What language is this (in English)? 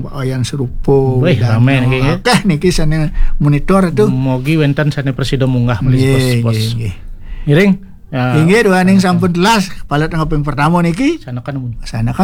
Balinese